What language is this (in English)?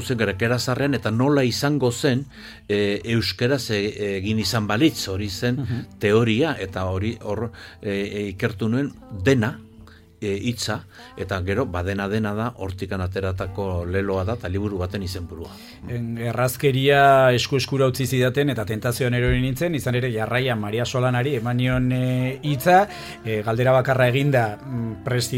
Basque